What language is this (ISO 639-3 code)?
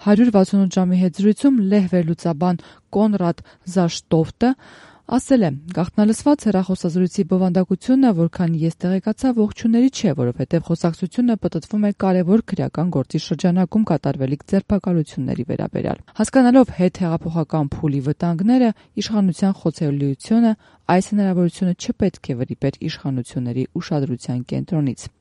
hye